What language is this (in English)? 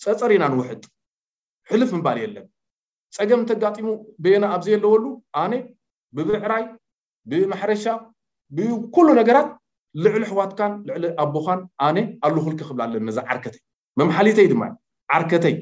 Tigrinya